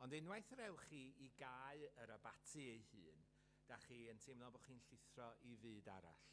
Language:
Welsh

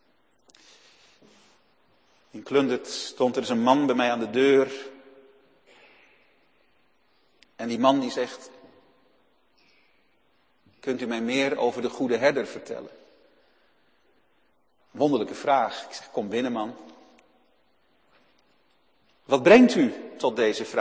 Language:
Dutch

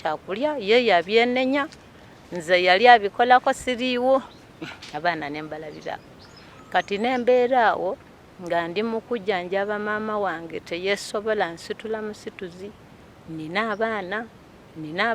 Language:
Ganda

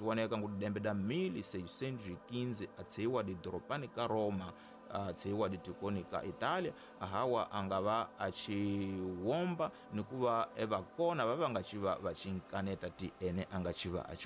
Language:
Tsonga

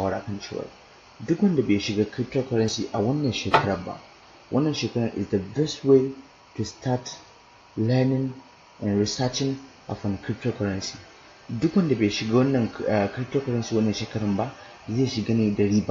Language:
Hausa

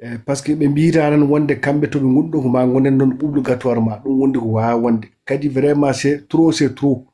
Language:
Fula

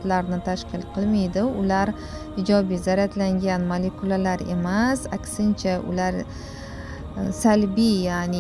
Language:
Uzbek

